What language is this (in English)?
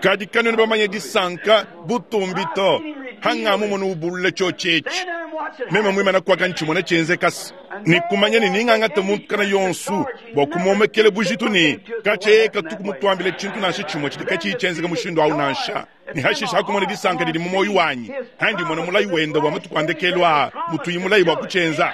Luba-Lulua